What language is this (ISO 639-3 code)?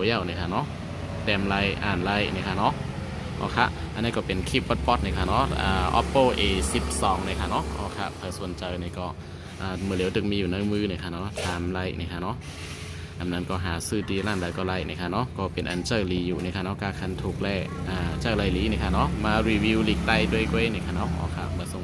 shn